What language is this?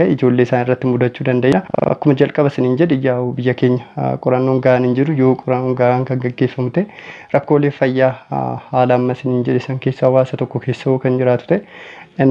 Oromo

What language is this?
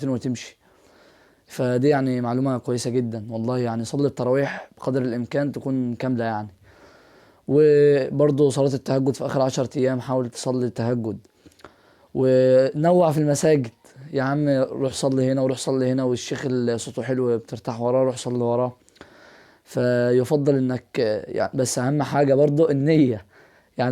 Egyptian Arabic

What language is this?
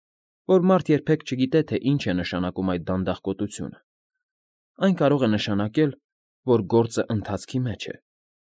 Armenian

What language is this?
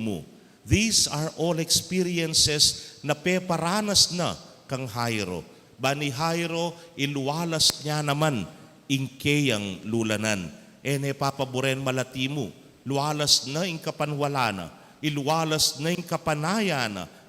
Pampanga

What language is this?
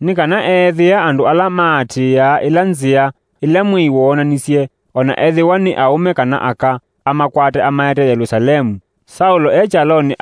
Kamba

